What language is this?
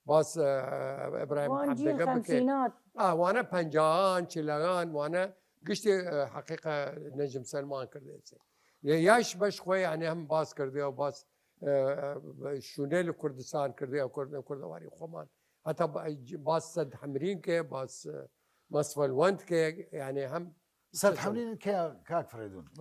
Southern Kurdish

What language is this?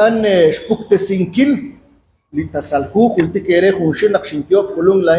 Kekchí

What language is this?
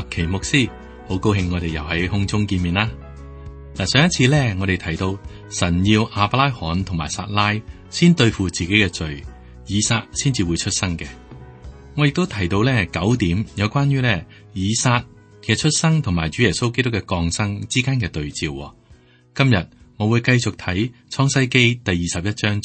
Cantonese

